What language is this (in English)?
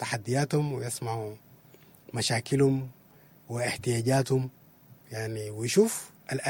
Sudanese Arabic